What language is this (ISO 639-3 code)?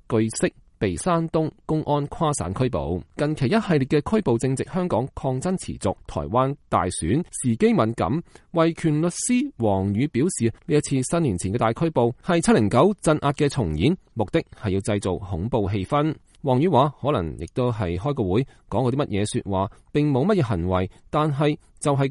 yue